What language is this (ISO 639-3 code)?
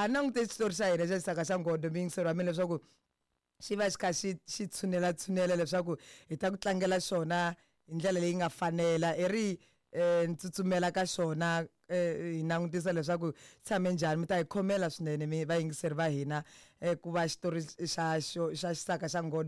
tso